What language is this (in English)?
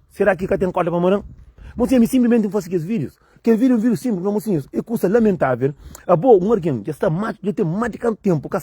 Kabuverdianu